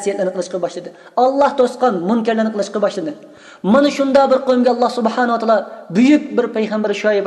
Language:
Uyghur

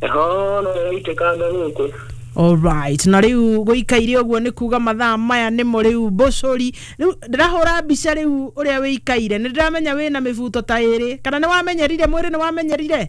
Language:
Kikuyu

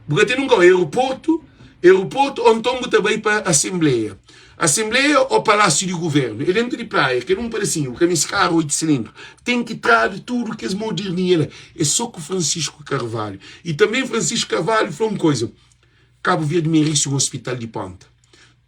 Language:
Kabuverdianu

